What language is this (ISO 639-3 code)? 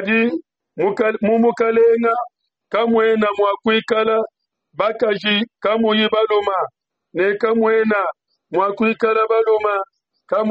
lua